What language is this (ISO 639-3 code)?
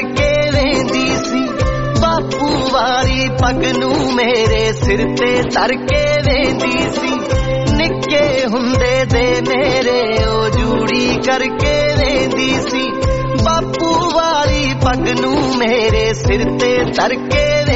pan